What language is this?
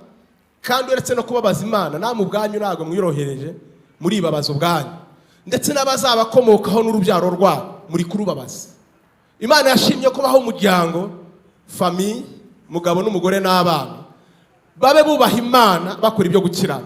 Kinyarwanda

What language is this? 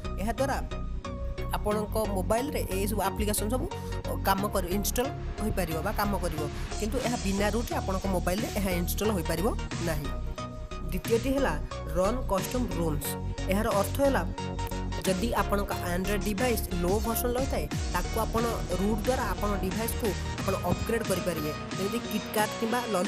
Odia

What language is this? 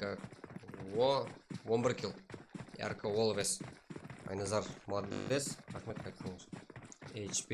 Kara-Kalpak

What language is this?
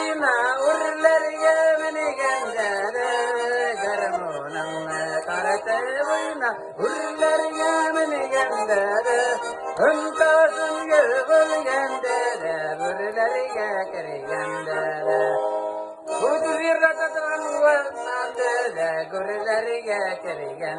Tatar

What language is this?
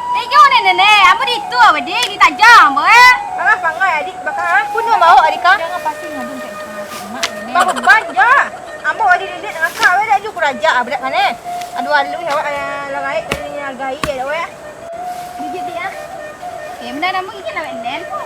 Minangkabau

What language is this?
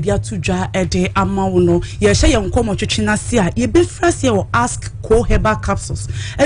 Akan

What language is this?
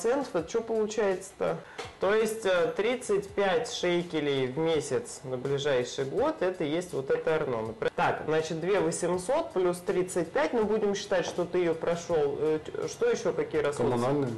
Russian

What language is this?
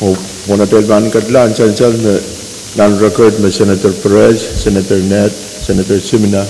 Pohnpeian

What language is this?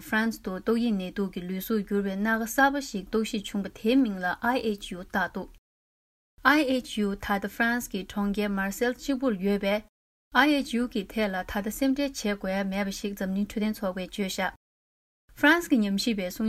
Tibetan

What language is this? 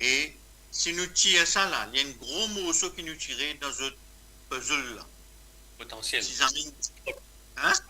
Morisyen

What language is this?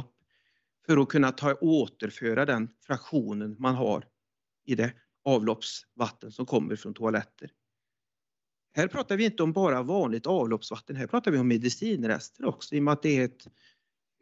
Swedish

